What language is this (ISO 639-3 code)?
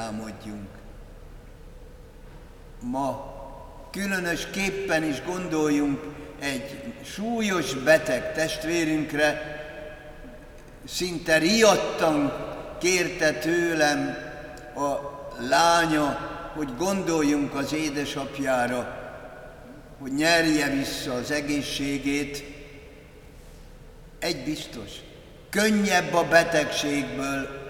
hun